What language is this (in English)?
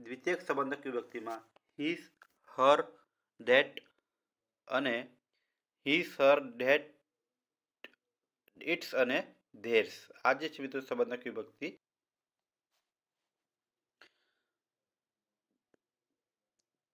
Gujarati